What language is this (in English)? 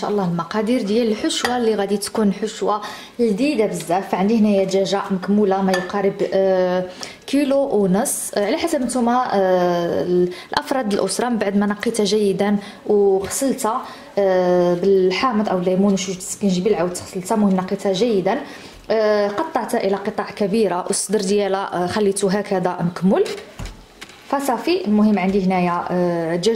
Moroccan Arabic